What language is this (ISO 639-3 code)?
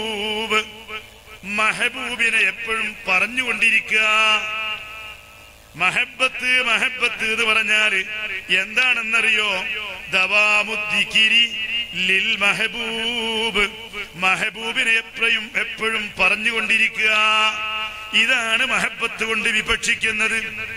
mal